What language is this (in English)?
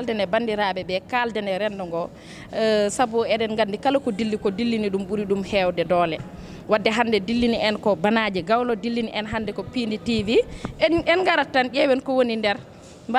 Fula